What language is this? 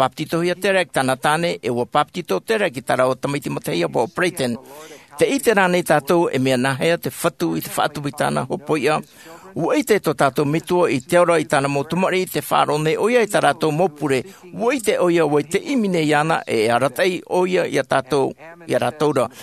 Tahitian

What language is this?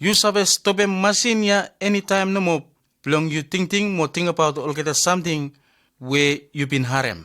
Bislama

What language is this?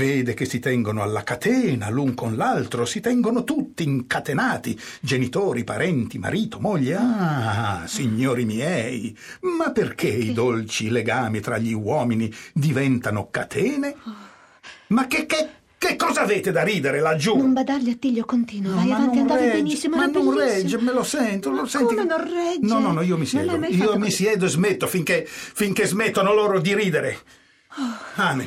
Italian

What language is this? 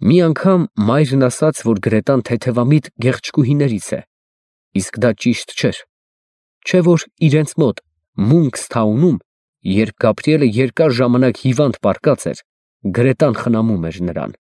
Armenian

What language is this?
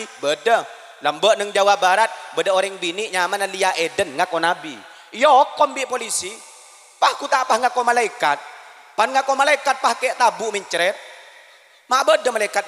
Madurese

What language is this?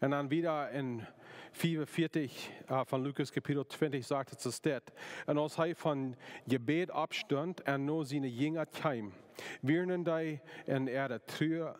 Plautdietsch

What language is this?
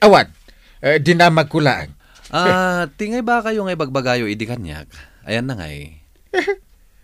Iloko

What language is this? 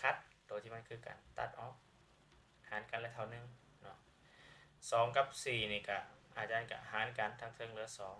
Lao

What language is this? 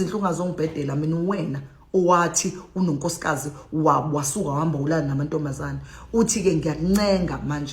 Zulu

